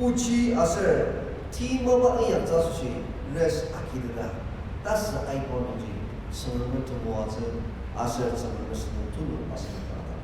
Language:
Ao Naga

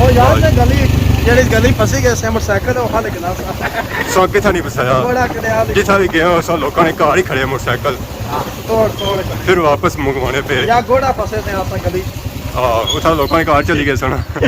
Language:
Pahari-Potwari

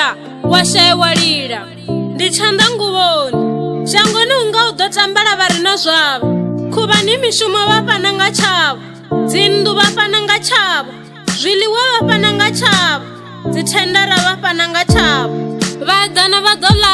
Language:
Venda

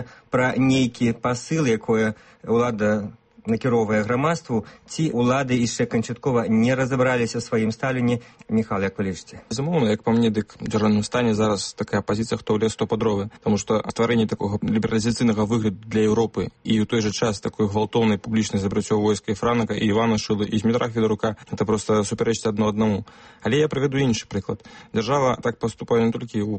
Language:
Belarusian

